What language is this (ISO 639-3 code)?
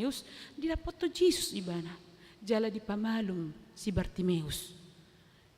bbc